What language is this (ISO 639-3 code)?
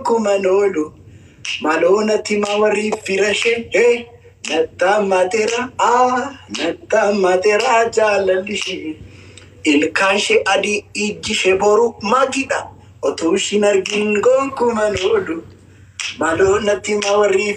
orm